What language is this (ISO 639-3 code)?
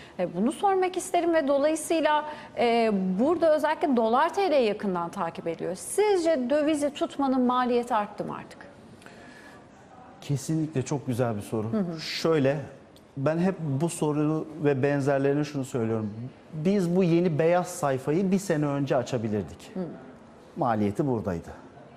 tur